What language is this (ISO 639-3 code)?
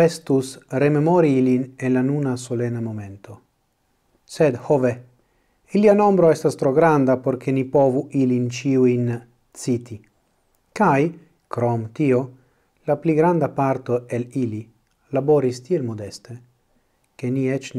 epo